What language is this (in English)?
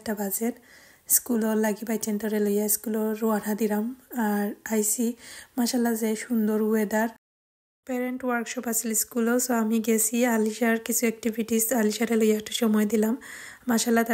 Sylheti